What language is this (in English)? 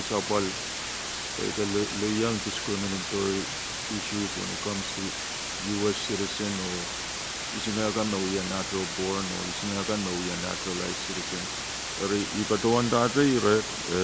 Pohnpeian